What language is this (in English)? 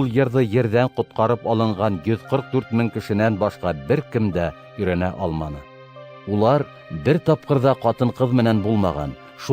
Bashkir